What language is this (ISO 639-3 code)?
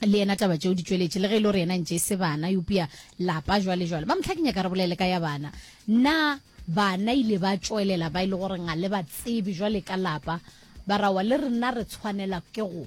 nso